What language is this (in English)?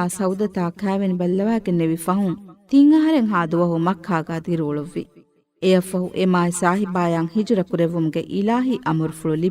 Divehi